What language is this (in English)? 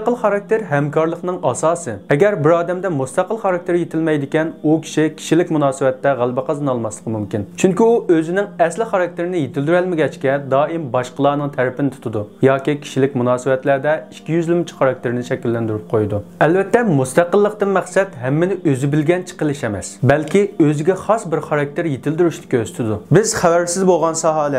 Uyghur